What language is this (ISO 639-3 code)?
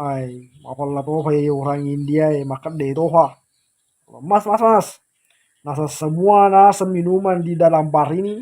bug